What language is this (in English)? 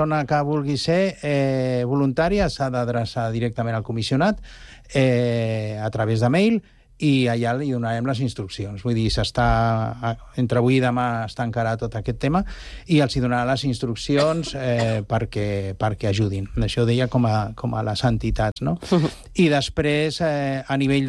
Catalan